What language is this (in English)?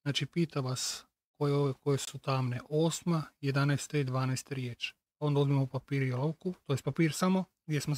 Croatian